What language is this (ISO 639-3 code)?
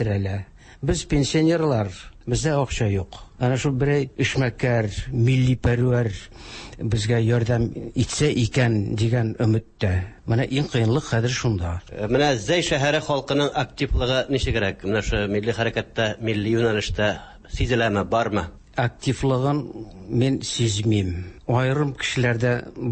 tat